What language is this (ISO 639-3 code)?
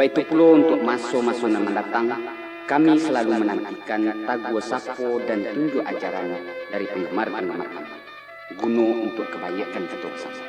min